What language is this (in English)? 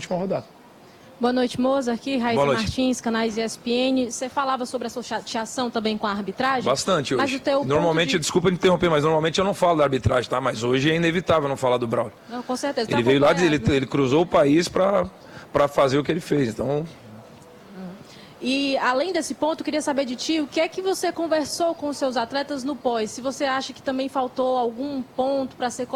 Portuguese